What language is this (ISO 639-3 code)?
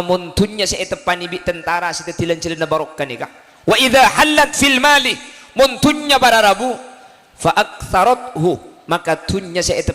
mad